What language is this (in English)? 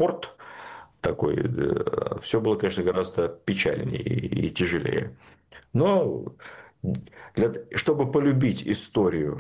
Russian